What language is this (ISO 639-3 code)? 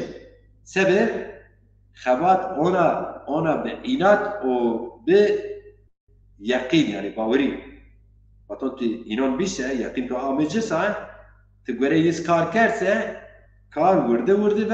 zza